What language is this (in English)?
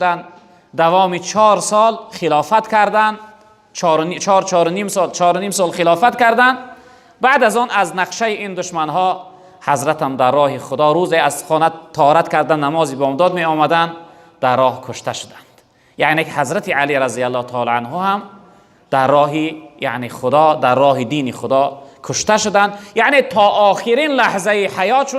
Tajik